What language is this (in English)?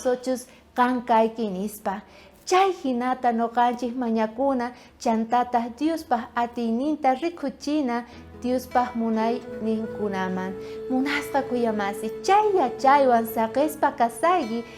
South Bolivian Quechua